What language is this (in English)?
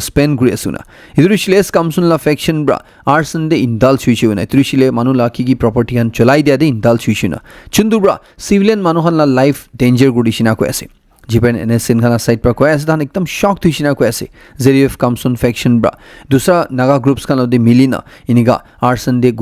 Naga Pidgin